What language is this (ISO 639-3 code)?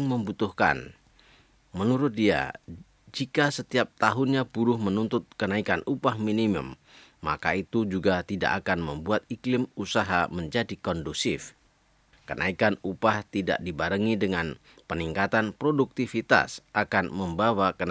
ind